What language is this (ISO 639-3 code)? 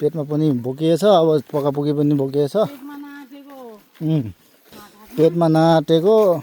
nep